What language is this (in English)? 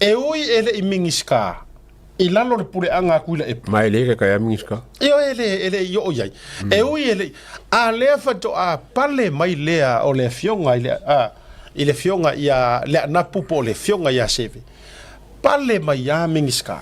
Samoan